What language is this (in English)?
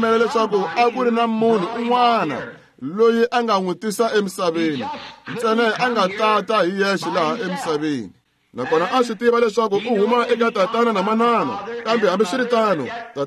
Tsonga